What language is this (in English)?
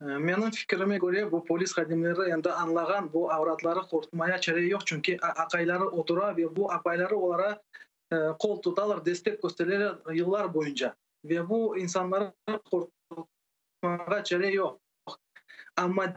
Crimean Tatar